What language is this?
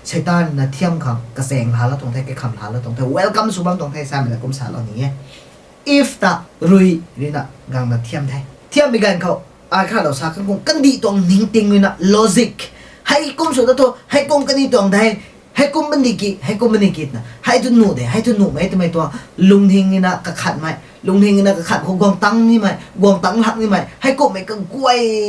Rongmei Naga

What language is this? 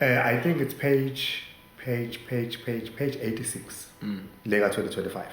Zulu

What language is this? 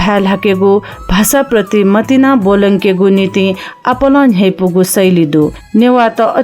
Newari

